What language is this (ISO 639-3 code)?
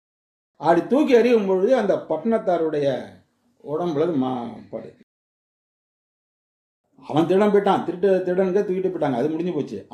tam